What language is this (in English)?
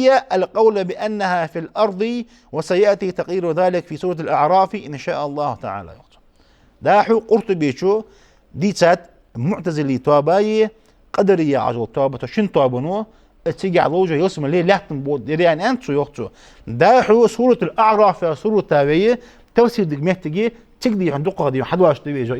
Ingush